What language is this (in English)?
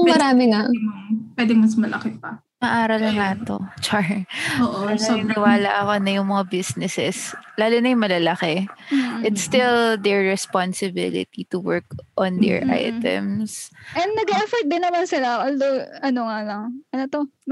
Filipino